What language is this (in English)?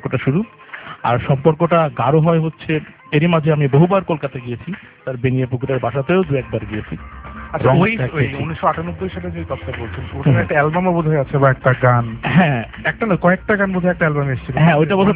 Bangla